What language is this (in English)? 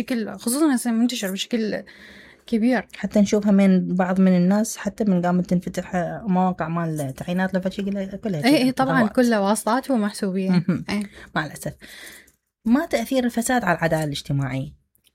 Mesopotamian Arabic